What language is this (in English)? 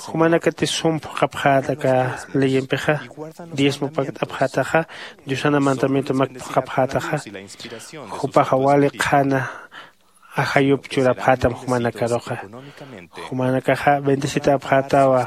Aymara